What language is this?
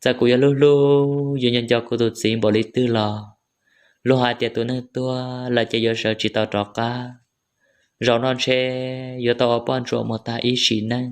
Hmong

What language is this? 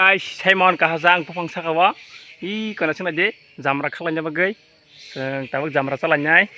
Kok Borok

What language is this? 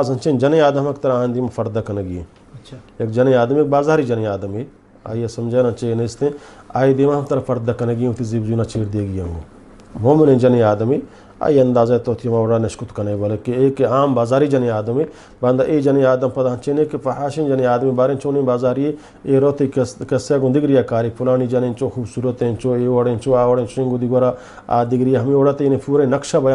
Eastern Balochi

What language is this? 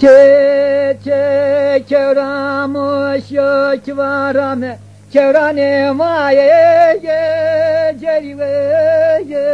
Zaza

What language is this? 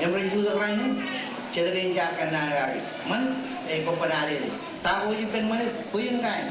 Marshallese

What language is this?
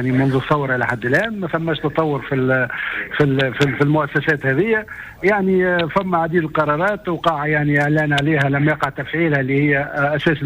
Tunisian Arabic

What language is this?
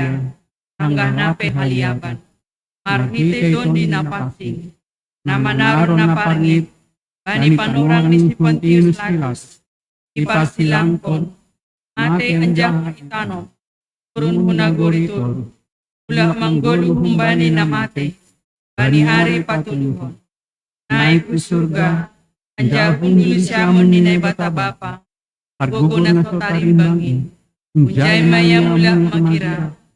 Batak Simalungun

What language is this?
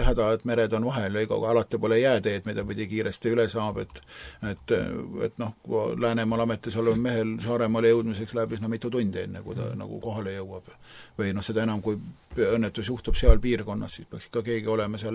Estonian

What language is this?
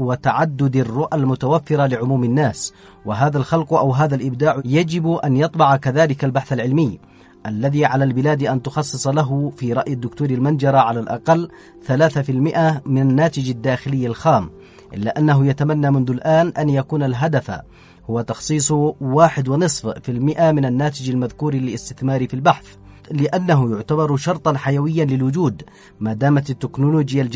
Arabic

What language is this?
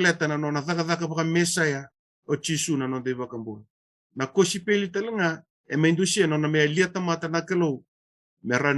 Fijian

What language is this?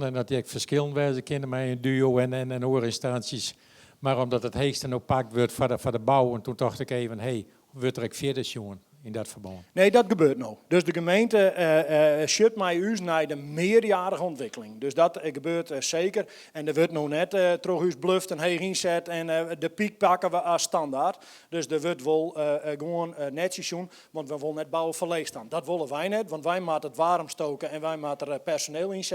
Western Frisian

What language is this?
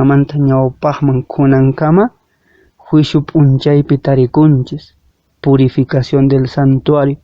Quechua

